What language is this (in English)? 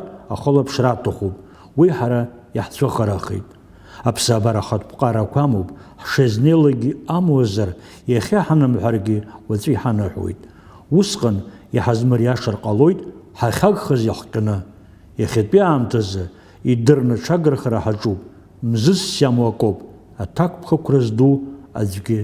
Abkhazian